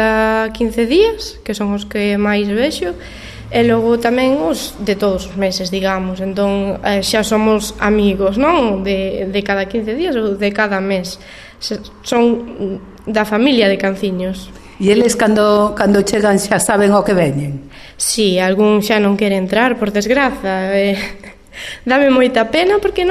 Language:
Galician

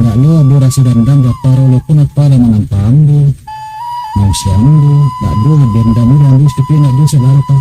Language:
Minangkabau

